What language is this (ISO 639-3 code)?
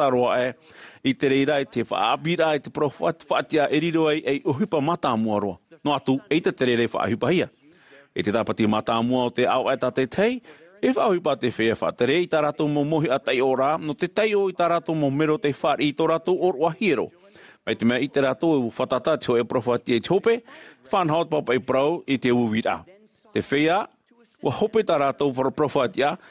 tah